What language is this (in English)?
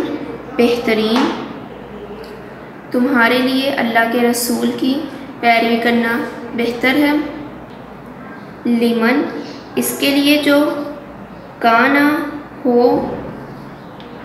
Urdu